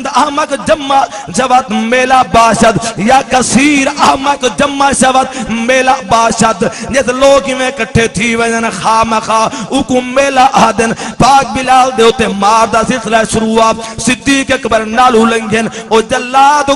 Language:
Saraiki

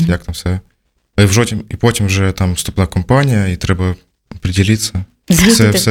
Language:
Ukrainian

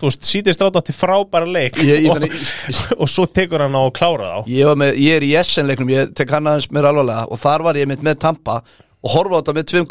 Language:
Icelandic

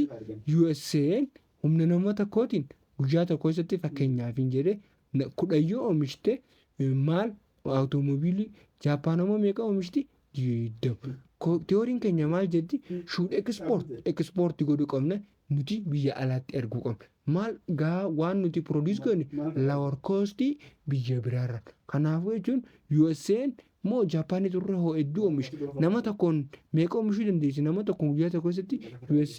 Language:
Oromo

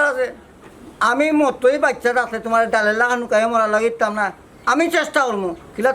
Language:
Sylheti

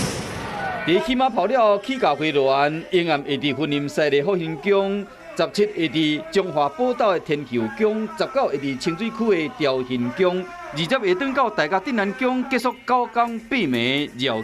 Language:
Min Nan Chinese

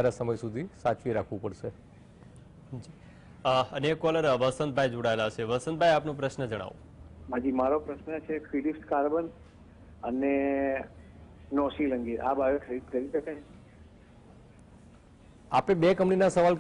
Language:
Gujarati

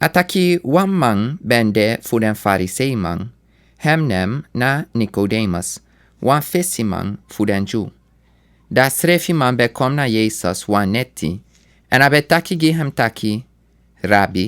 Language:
Sranan Tongo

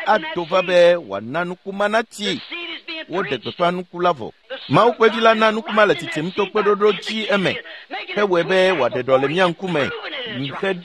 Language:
Ewe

